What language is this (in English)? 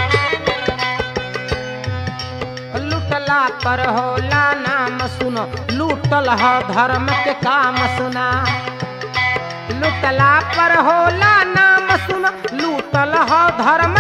Bhojpuri